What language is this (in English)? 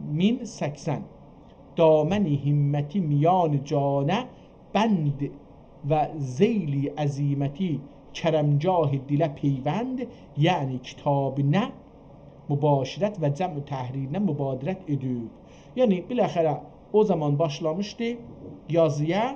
South Azerbaijani